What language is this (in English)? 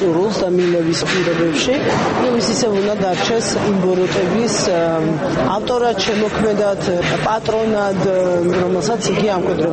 Georgian